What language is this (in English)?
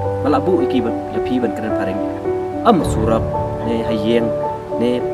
Khasi